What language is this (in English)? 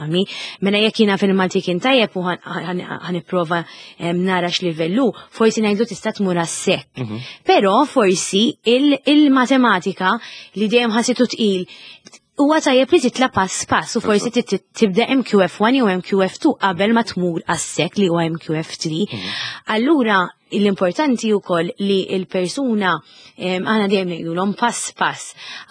Maltese